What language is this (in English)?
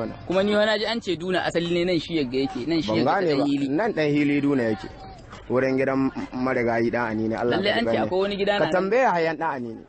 Hausa